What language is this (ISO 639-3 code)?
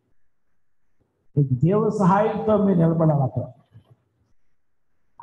tel